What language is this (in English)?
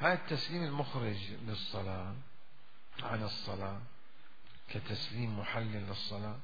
Mesopotamian Arabic